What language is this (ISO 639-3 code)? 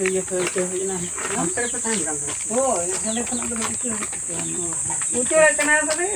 sat